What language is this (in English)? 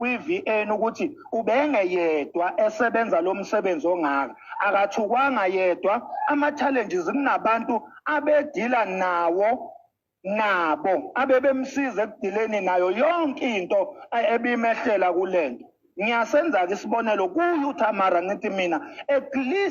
Zulu